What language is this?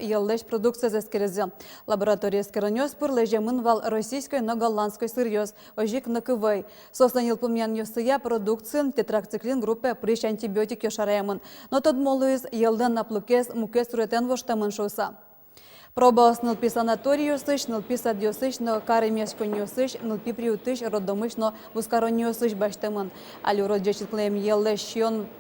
Udmurt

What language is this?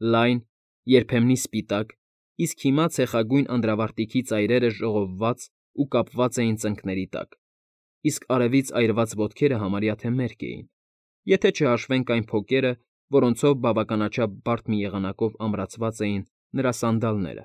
Armenian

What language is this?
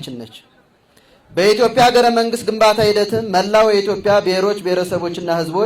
Amharic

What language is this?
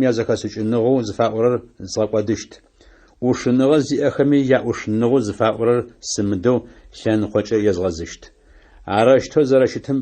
Adyghe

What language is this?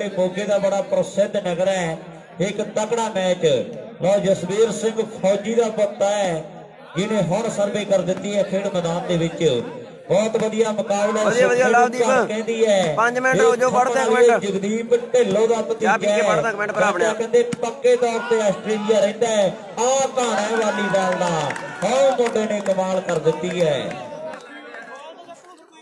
Punjabi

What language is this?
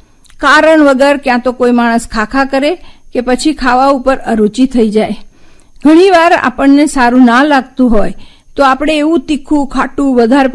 Gujarati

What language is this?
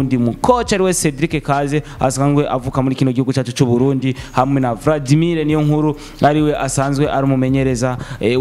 Rundi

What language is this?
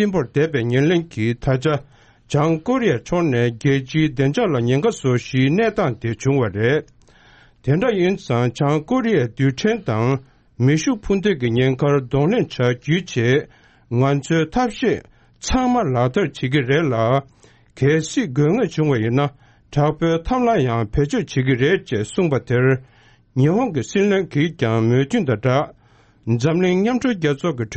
Tibetan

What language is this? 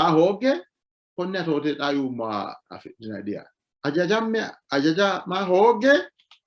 Sidamo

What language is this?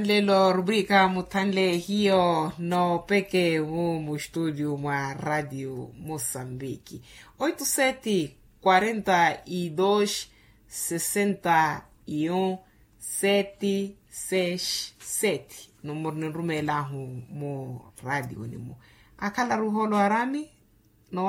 Makhuwa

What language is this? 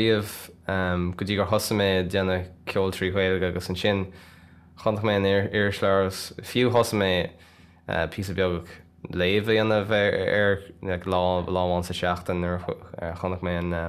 Irish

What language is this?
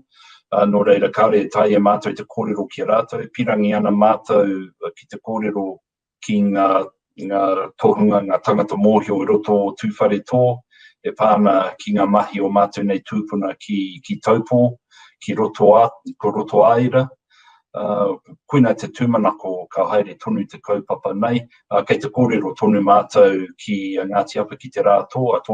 Māori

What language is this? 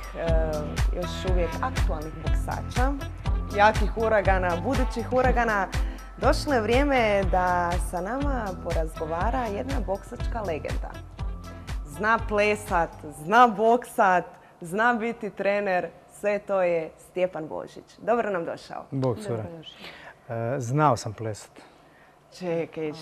Croatian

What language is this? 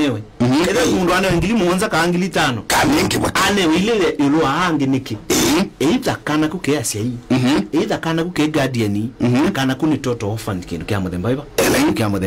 Kamba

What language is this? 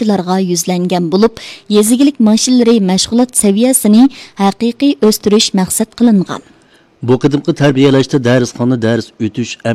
Uyghur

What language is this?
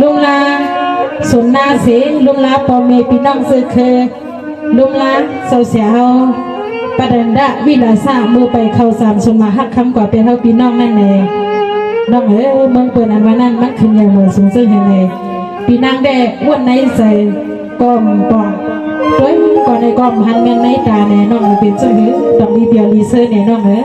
Shan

